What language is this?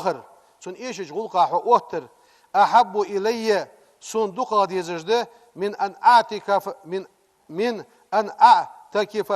Ingush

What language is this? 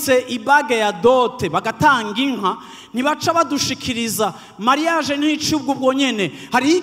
Rundi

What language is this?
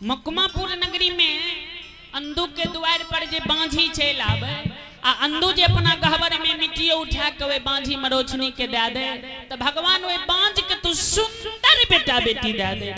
Maithili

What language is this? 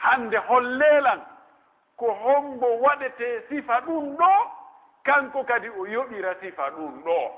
Pular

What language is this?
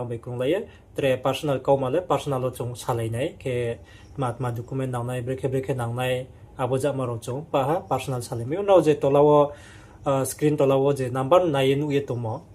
Riang (India)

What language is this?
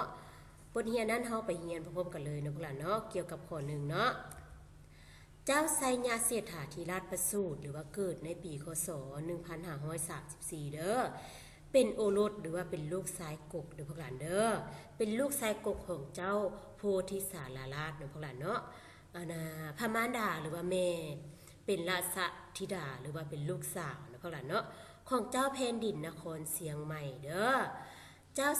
Lao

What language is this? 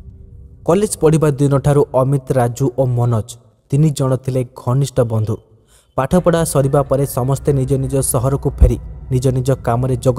Odia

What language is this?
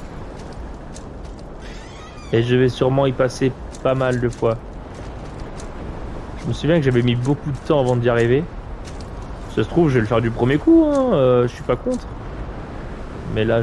French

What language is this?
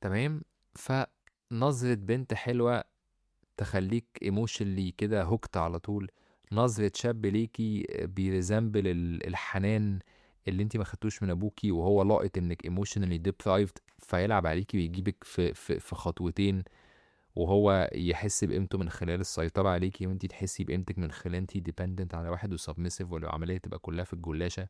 Egyptian Arabic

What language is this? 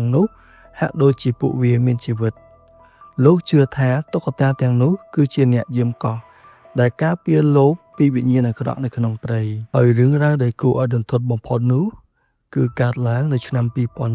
Khmer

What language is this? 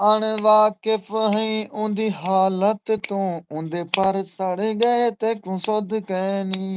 Saraiki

